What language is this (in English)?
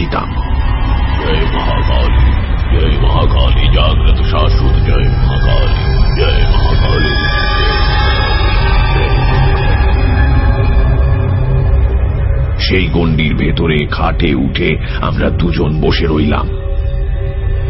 Bangla